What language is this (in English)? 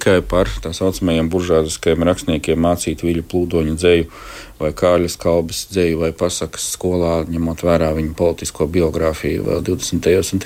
Latvian